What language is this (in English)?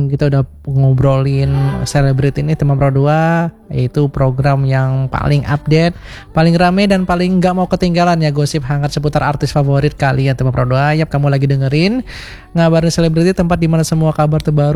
Indonesian